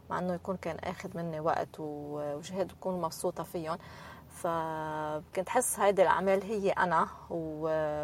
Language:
North Levantine Arabic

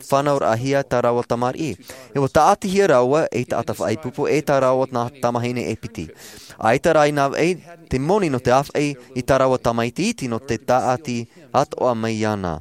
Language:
Tahitian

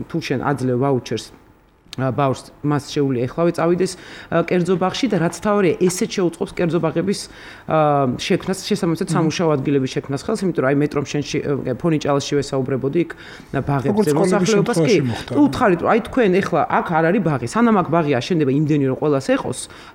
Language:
Georgian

